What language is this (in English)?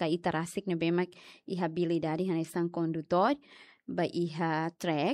Tetum